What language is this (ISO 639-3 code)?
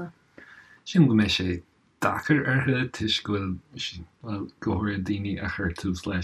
gle